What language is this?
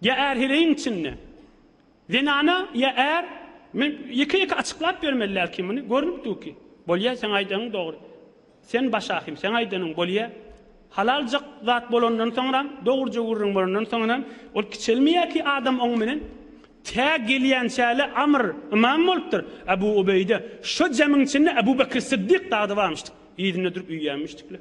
Turkmen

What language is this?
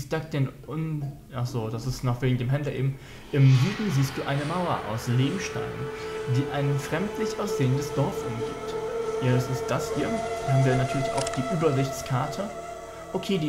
German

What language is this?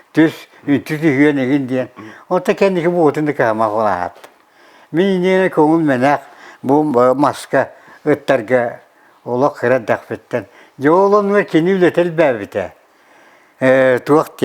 Yakut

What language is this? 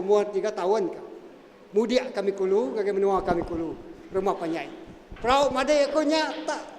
Iban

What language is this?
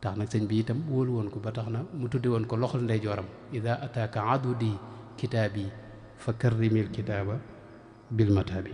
Wolof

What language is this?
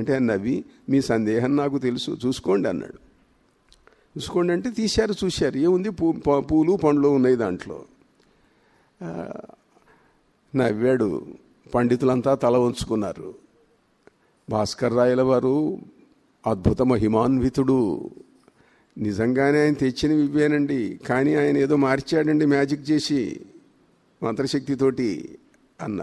Telugu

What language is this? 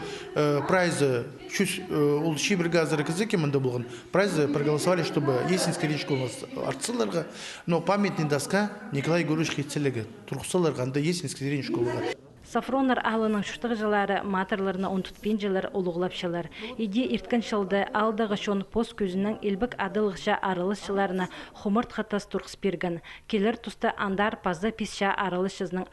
Khakas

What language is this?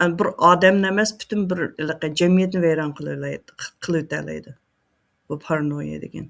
Uyghur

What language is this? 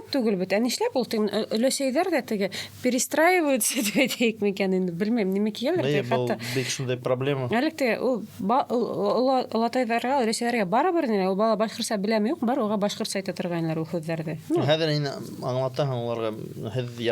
Bashkir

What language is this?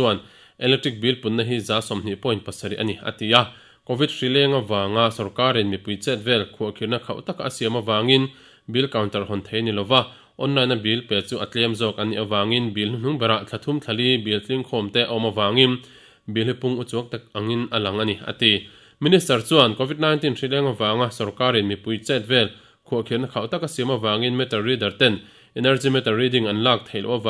Mizo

